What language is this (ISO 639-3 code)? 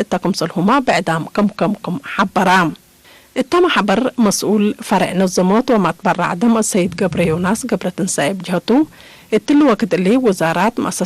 tig